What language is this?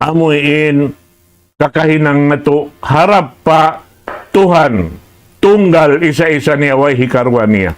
Tausug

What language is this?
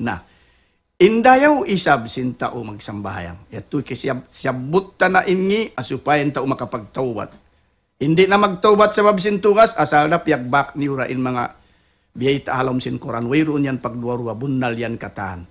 Tausug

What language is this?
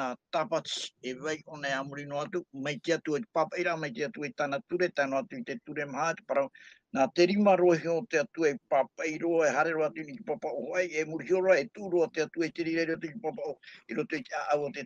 Tahitian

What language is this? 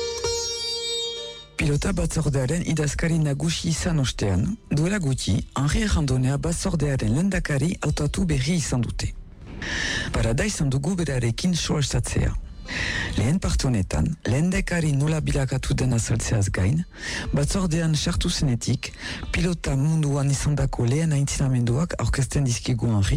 Basque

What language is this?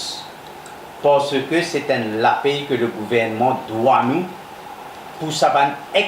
Morisyen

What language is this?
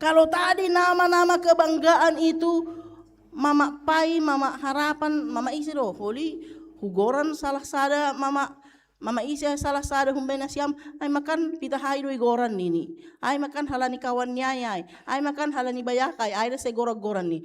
Batak Simalungun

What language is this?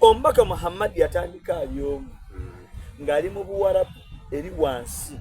Soga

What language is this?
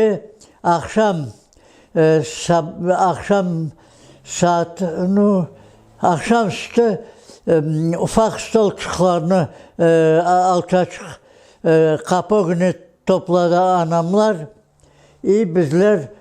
Crimean Tatar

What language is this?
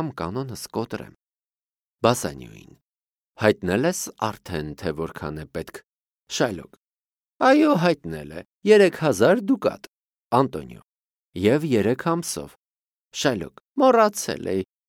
Armenian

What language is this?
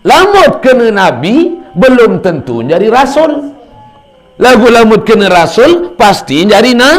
Sasak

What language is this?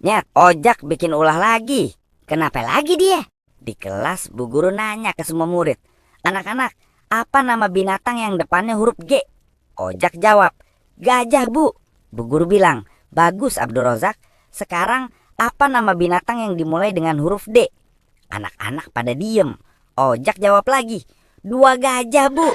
Betawi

